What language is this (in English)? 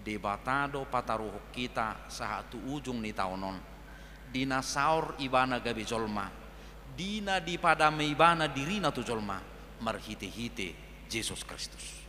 Batak Toba